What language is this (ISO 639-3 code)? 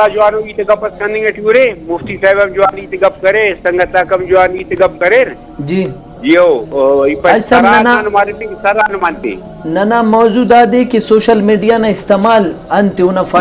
brh